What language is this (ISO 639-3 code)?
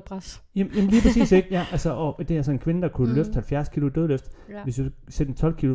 dan